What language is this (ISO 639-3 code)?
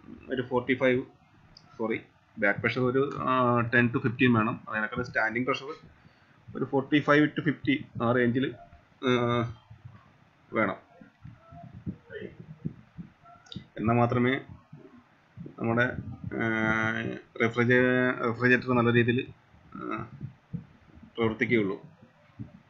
mal